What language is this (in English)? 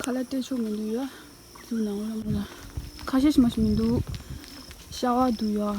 Tibetan